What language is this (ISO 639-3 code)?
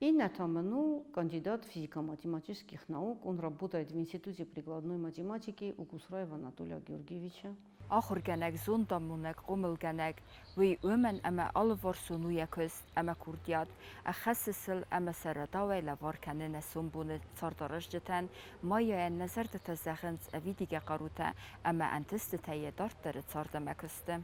oss